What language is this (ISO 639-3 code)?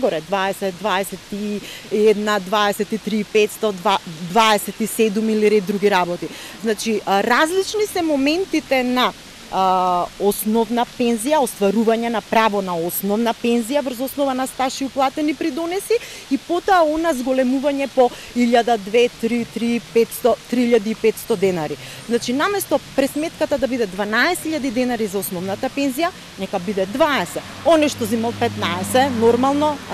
mkd